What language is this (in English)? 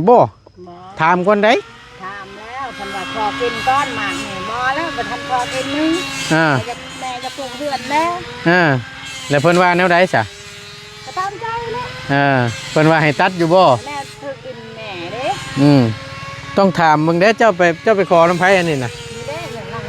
Northeastern Thai